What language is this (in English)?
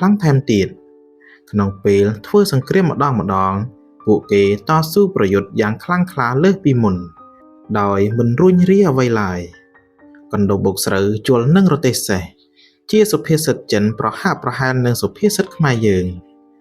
Khmer